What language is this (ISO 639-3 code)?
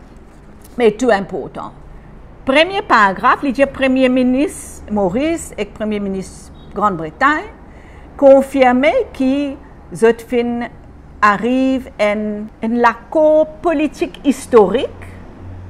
mfe